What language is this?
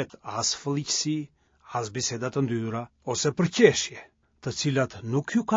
Albanian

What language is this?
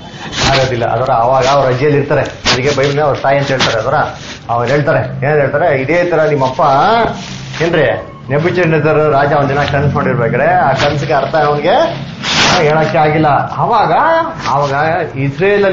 Kannada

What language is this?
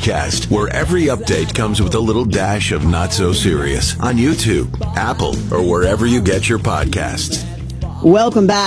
English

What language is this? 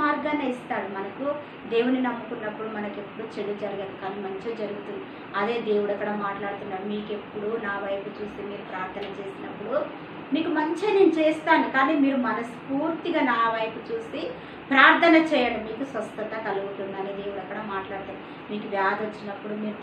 Telugu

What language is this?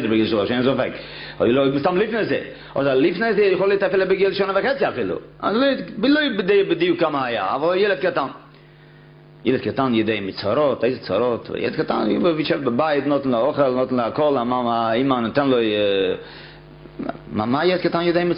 Hebrew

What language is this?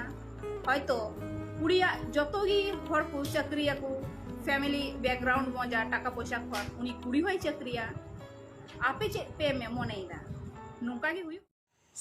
Santali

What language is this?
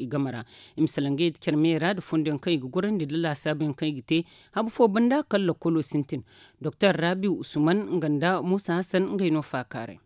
Zarma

